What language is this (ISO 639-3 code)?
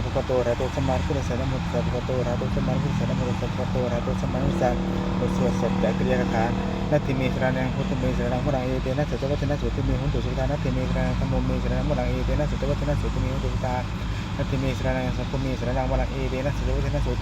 pli